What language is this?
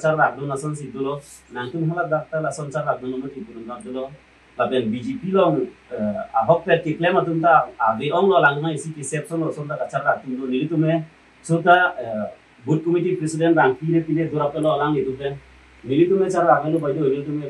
Karbi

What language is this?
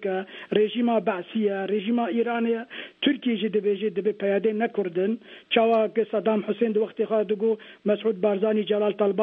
Kurdish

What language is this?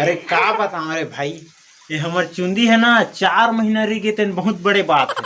Chhattisgarhi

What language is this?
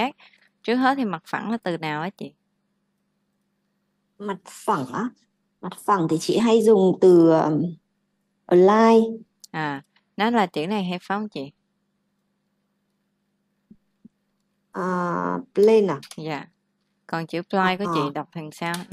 Vietnamese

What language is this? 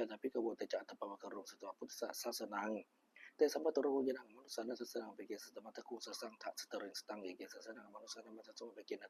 Pali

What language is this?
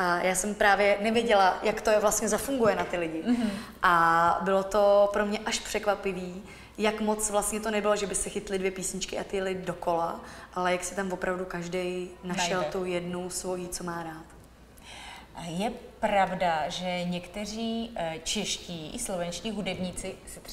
Czech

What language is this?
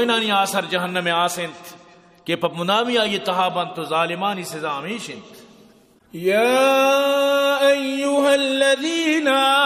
Eastern Balochi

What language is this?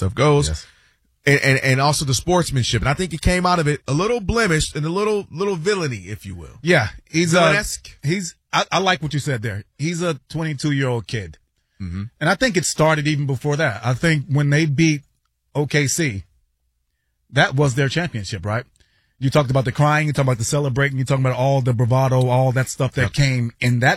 English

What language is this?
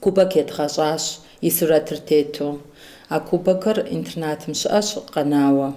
Kabardian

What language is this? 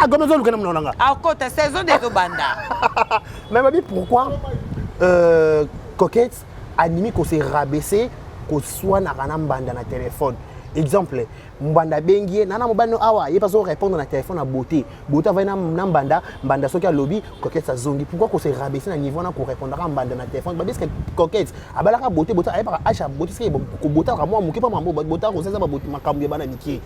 Lingala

